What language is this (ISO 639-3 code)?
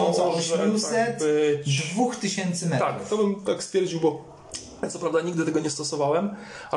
pol